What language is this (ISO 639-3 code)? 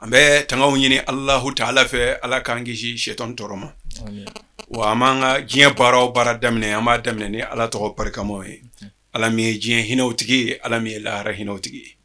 bam